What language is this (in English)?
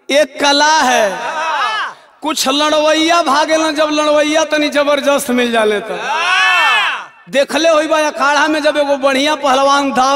Bhojpuri